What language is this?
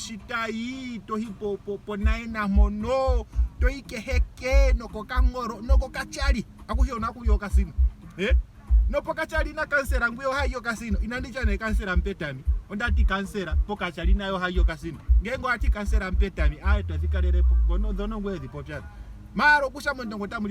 Ndonga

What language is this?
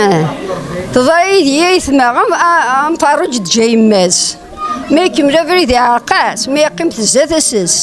Kabyle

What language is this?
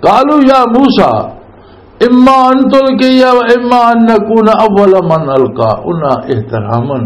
Western Panjabi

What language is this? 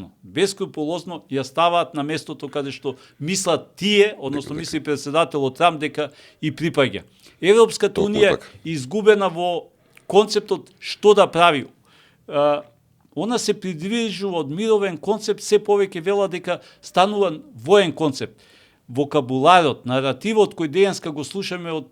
Macedonian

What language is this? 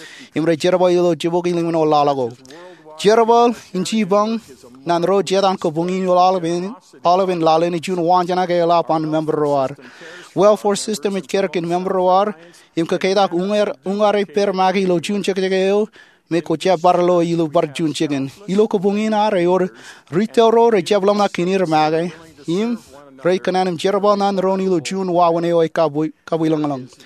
Marshallese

